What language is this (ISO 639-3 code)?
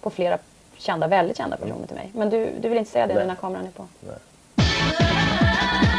swe